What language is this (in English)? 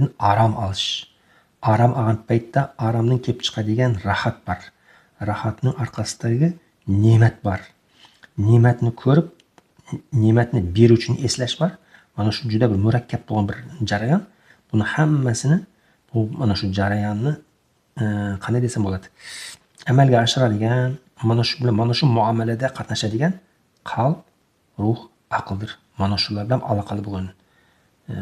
Uzbek